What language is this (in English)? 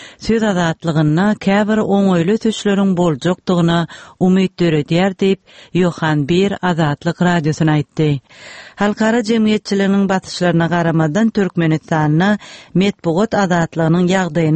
Turkmen